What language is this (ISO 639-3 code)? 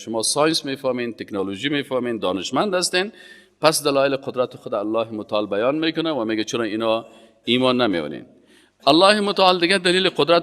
fas